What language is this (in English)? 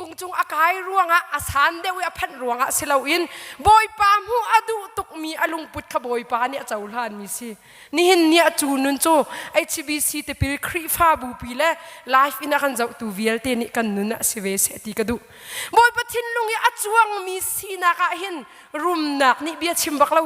Hakha Chin